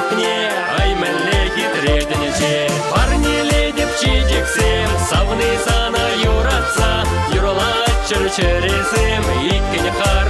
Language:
Chuvash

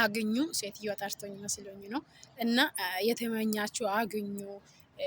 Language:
Amharic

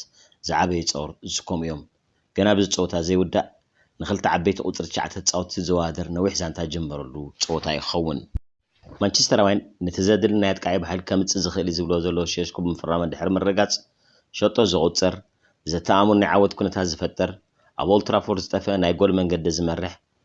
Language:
Tigrinya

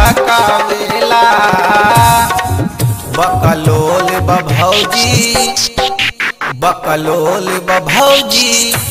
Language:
Bhojpuri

